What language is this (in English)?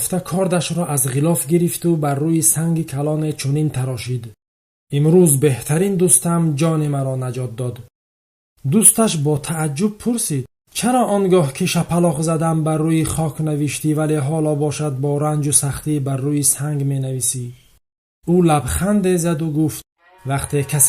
Tajik